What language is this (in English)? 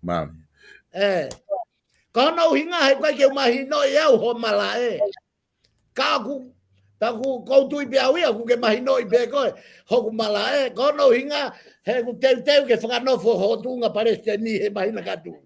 Tongan